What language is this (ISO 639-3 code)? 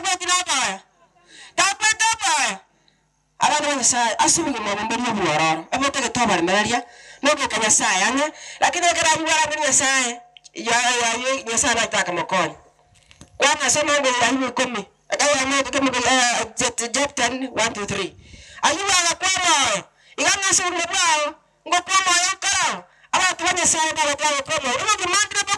guz